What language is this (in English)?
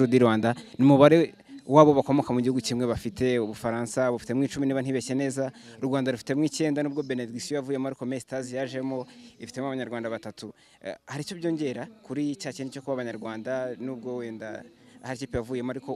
Kinyarwanda